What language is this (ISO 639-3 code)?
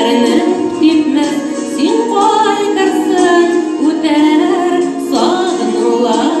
tat